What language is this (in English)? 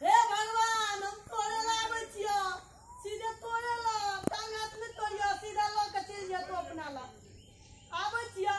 Maithili